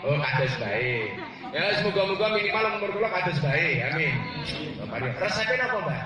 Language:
Javanese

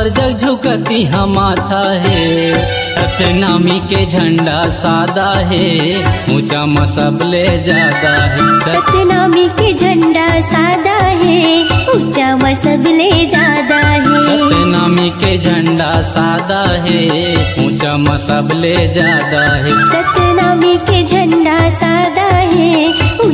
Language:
Chhattisgarhi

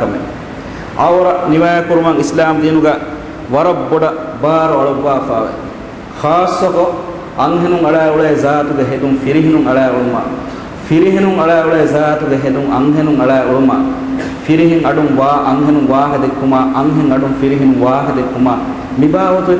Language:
Divehi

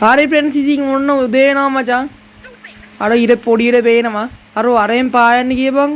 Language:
Sinhala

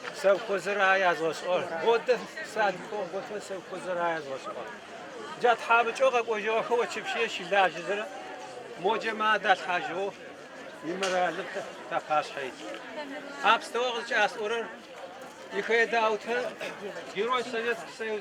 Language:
Adyghe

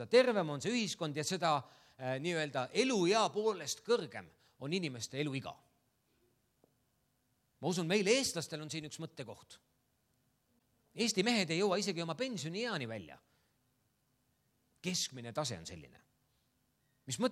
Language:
Estonian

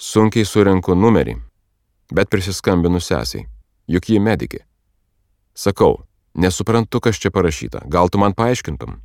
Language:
Lithuanian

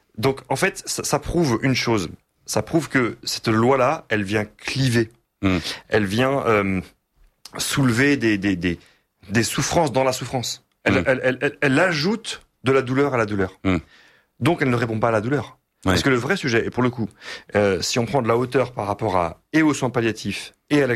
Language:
French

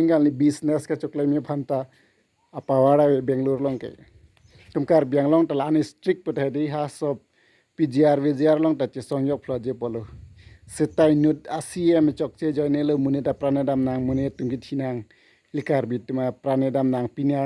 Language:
Karbi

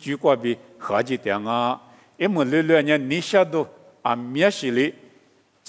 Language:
Lisu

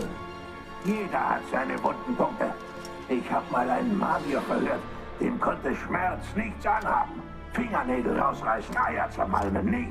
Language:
Swiss German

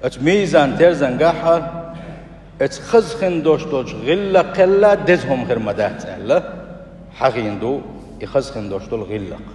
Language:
Chechen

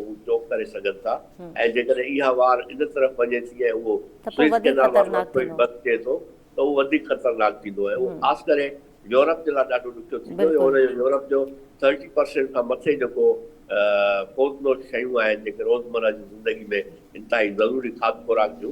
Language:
Sindhi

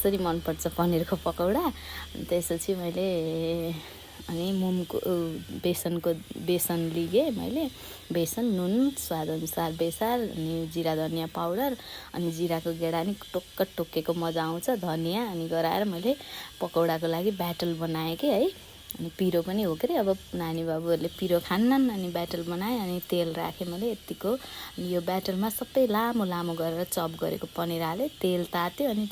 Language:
Nepali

